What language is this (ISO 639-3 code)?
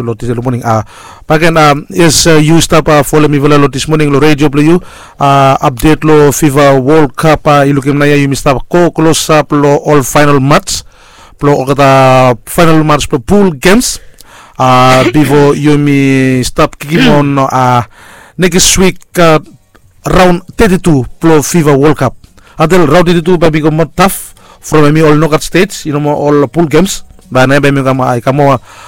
bis